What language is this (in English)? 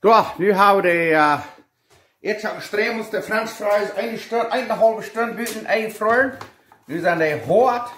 Plautdietsch